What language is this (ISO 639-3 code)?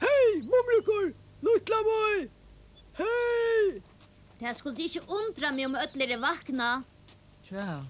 fao